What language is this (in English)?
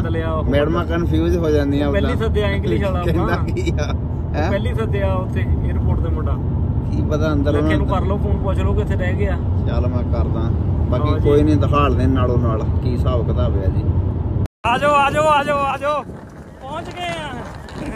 Punjabi